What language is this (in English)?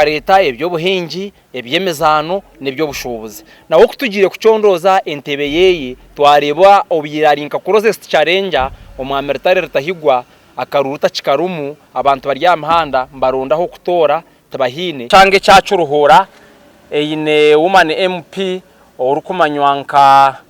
Nyankole